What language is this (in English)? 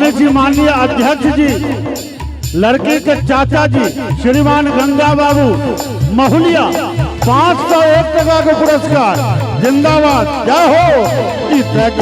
Maithili